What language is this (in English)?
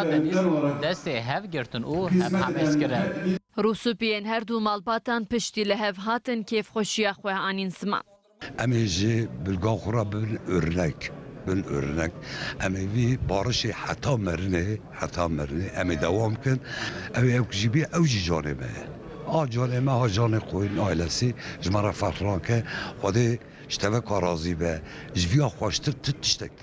Kurdish